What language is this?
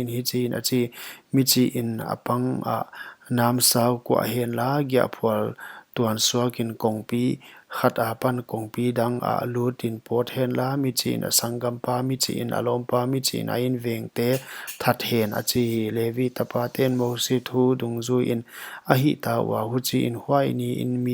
Paite Chin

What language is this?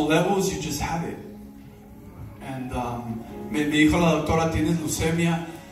Spanish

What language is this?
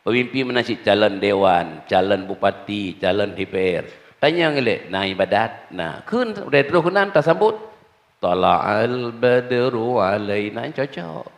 Achinese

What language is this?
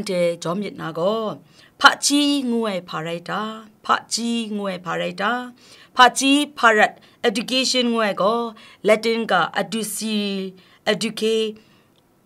Kachin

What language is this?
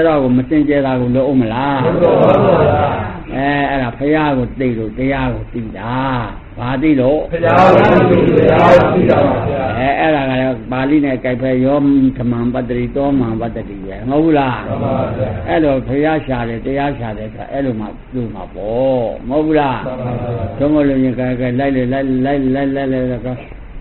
Burmese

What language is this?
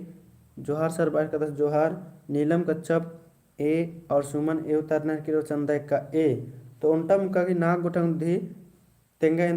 Kurukh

